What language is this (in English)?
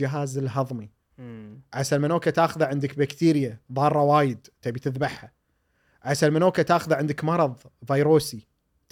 Gulf Arabic